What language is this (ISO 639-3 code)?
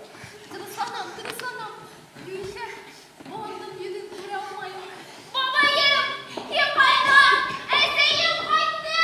bak